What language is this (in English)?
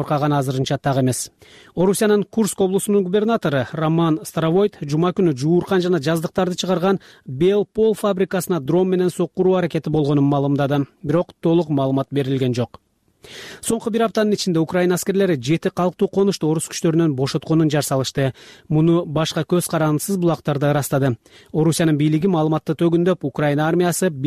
Kyrgyz